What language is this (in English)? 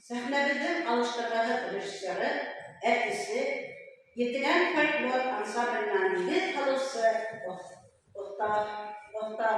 Bashkir